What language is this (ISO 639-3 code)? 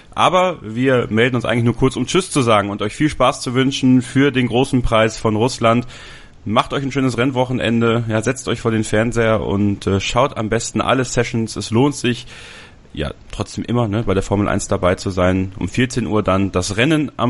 deu